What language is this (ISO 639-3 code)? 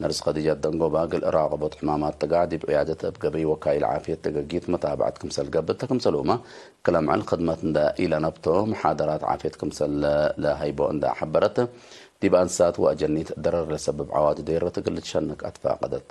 tig